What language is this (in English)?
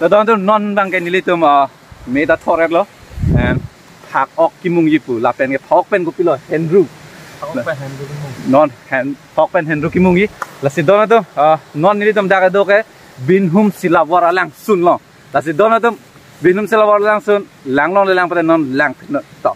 Karbi